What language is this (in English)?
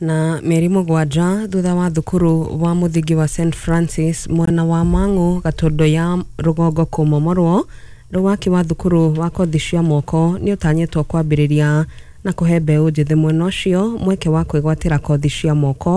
Kikuyu